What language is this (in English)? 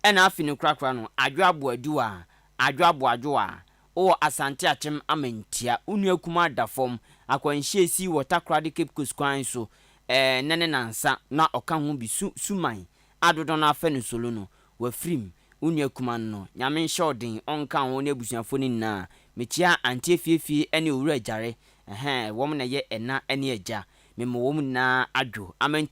Akan